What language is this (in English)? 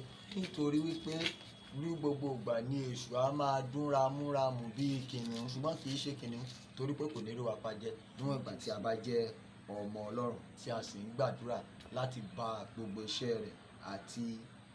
Yoruba